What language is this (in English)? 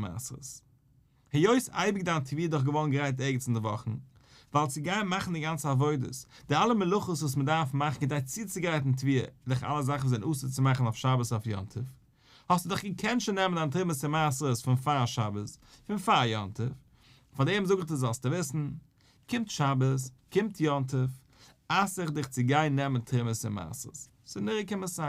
Yiddish